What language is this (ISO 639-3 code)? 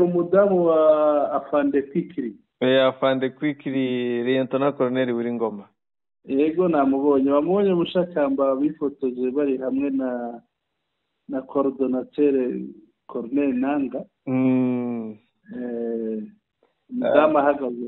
kin